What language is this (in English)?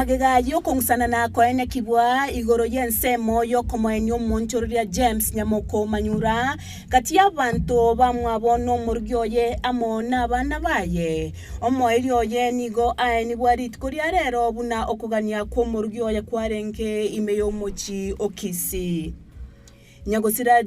Gusii